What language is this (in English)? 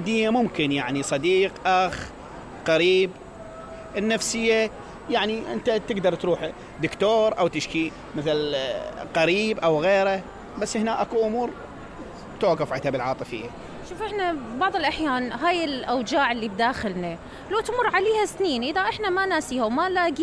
Mesopotamian Arabic